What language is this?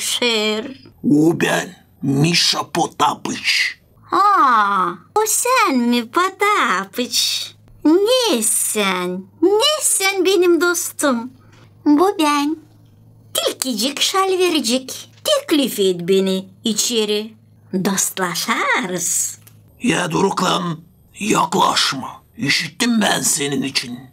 Gagauz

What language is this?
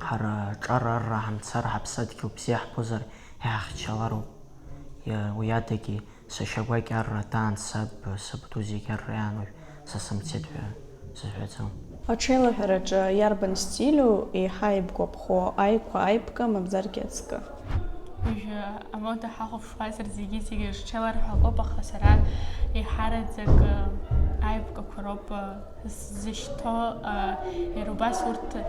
Abkhazian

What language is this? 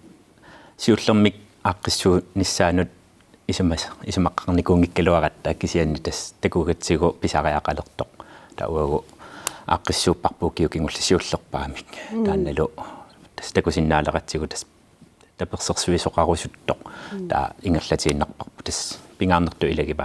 Kalaallisut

